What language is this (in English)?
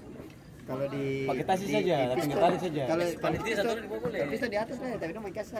Ambonese Malay